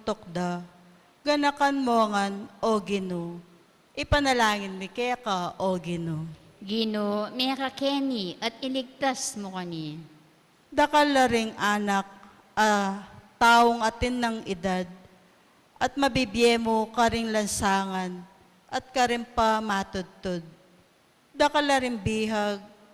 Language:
Pampanga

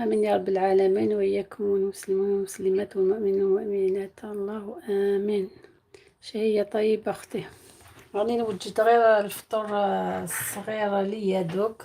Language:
Algerian Arabic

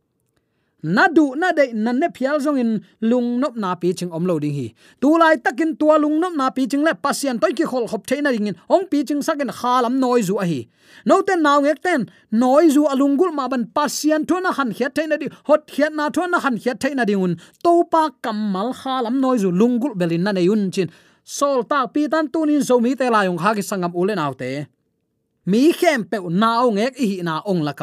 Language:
Tedim Chin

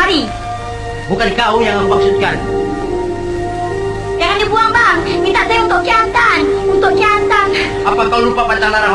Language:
Malay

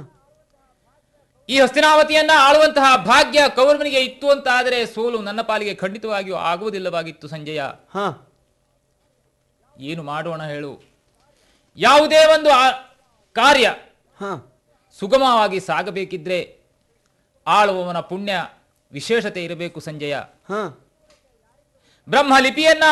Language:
Kannada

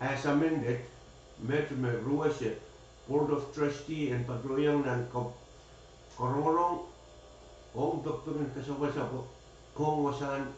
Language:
Pohnpeian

